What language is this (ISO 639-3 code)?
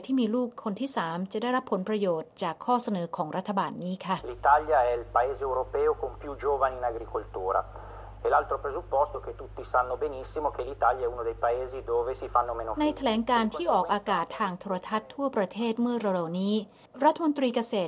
tha